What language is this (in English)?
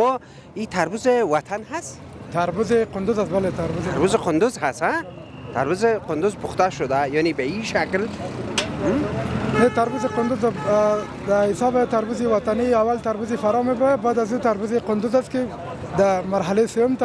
Persian